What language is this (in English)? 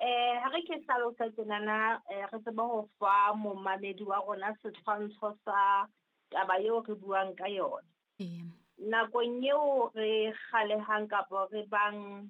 Southern Sotho